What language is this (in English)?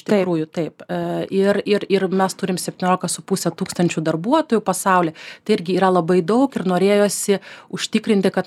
Lithuanian